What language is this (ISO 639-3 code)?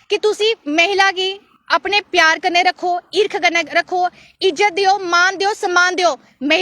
doi